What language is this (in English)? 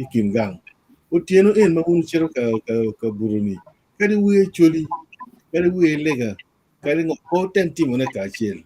Acoli